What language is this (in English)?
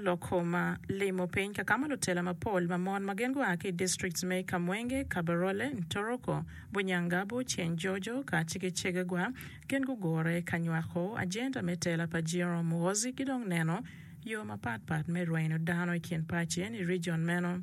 Acoli